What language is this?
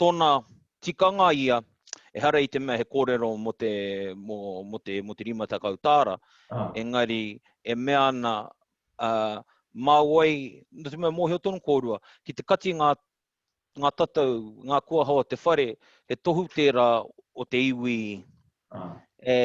Māori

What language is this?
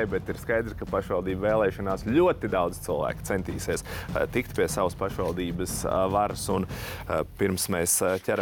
Latvian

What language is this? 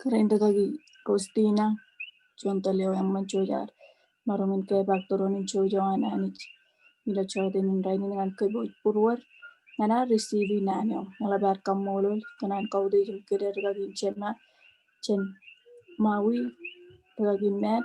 Marshallese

